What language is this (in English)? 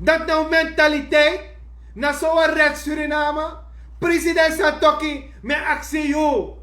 Sranan Tongo